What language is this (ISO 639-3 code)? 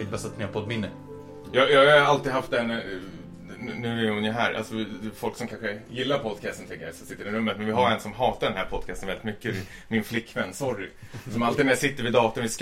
swe